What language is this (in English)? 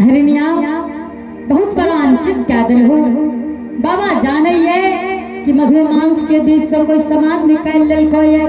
Angika